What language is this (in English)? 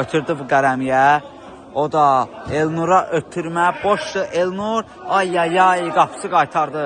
Azerbaijani